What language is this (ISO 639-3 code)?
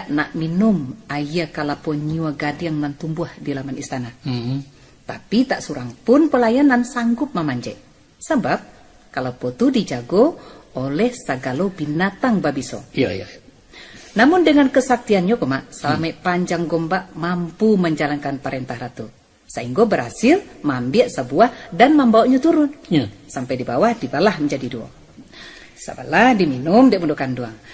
min